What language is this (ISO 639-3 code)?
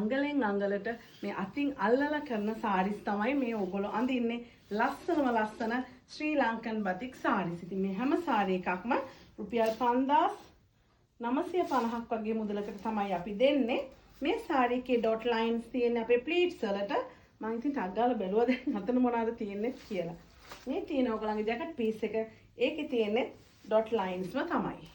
sin